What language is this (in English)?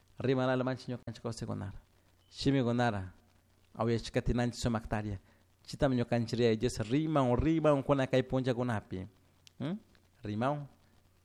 Chimborazo Highland Quichua